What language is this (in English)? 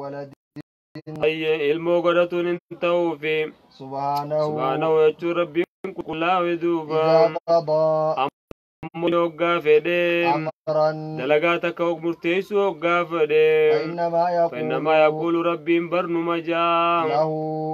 Oromo